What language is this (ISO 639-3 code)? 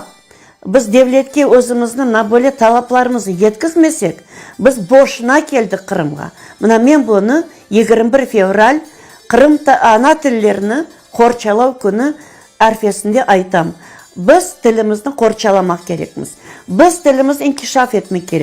crh